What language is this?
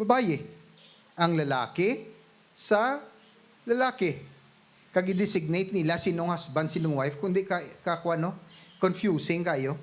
Hiligaynon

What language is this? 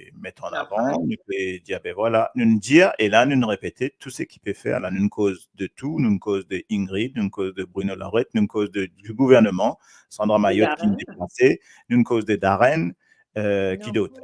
Morisyen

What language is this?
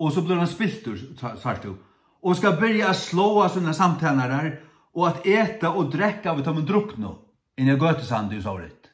Faroese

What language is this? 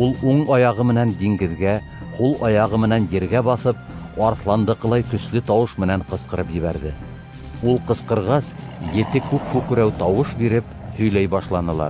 Bashkir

